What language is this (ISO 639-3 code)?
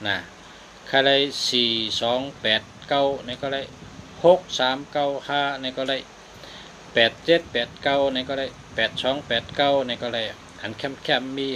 shn